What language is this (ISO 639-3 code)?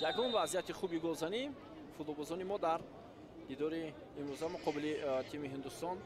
tgk